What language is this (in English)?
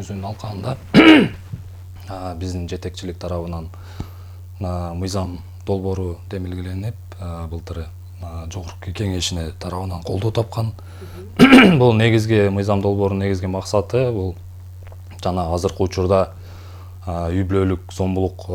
Kyrgyz